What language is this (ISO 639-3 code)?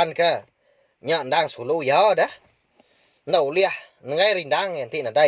iba